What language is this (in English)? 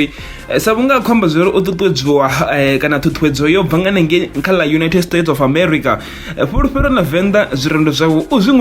Venda